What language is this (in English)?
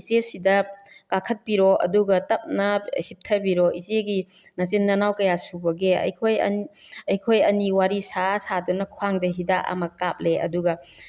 Manipuri